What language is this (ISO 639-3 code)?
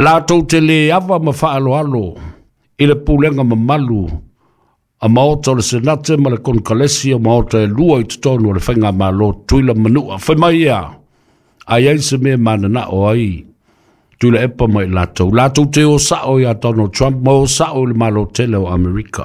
smo